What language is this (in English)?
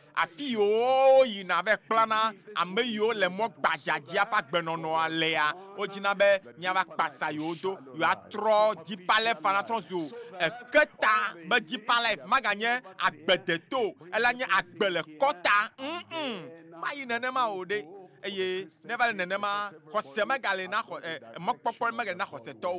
Ewe